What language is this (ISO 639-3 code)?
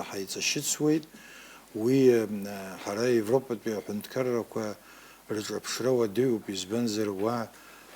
abk